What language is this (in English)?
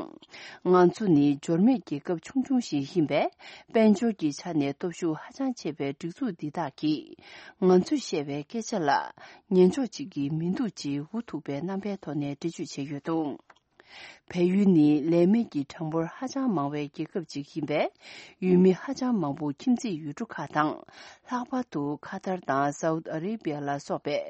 Tibetan